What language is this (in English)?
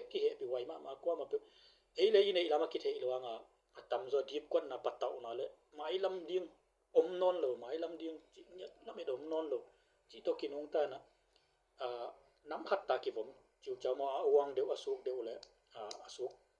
Tedim Chin